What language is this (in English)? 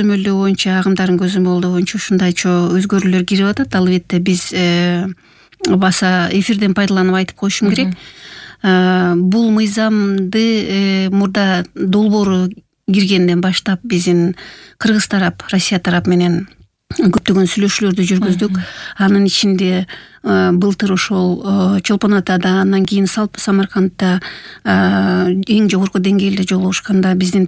Kyrgyz